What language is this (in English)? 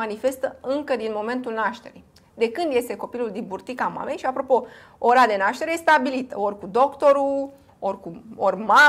Romanian